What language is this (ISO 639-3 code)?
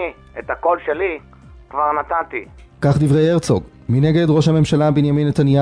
heb